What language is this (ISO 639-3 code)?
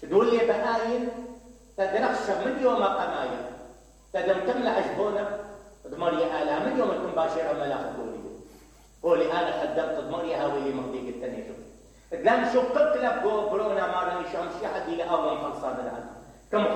acm